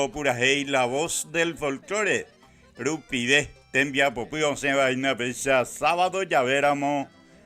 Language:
Guarani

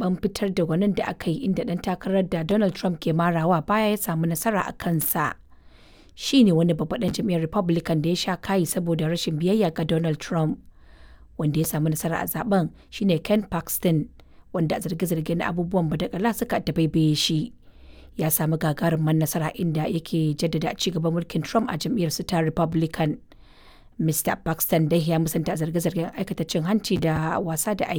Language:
Hausa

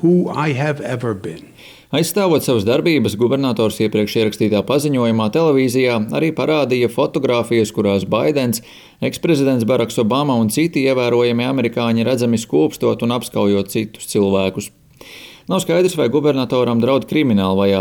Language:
Latvian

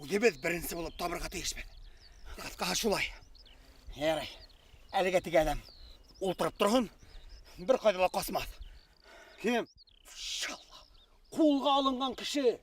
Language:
Bashkir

